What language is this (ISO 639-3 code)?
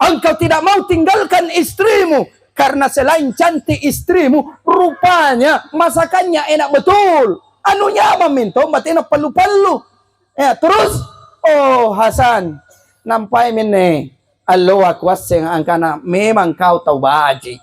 mak